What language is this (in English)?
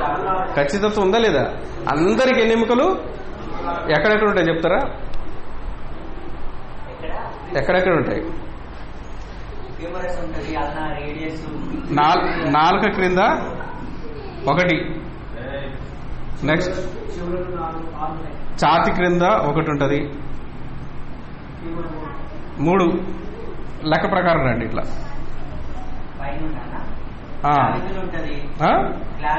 Telugu